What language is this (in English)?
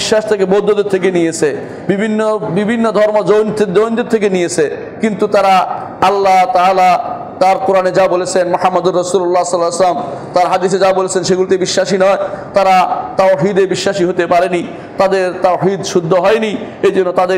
Bangla